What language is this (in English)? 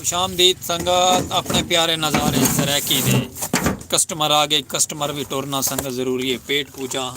Saraiki